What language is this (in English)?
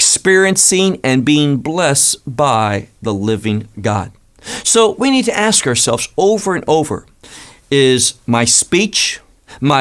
English